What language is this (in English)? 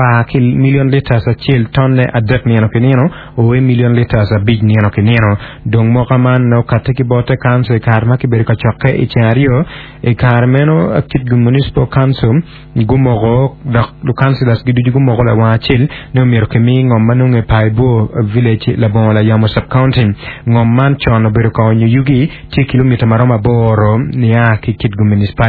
Acoli